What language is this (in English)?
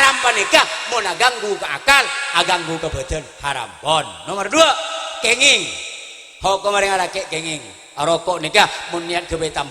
Madurese